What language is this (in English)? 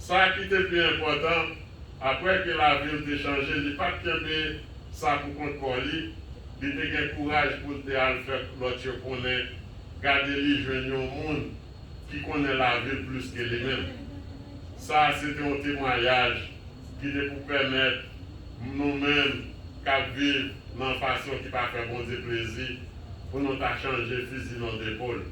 Haitian Creole